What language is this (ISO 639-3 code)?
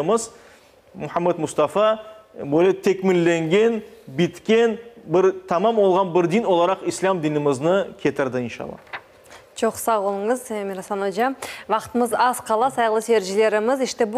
crh